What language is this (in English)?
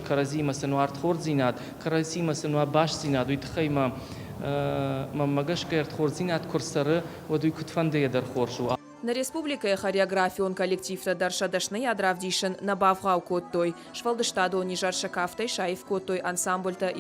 Ossetic